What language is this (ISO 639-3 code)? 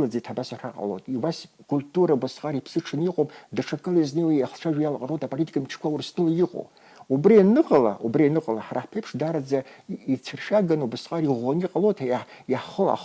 abk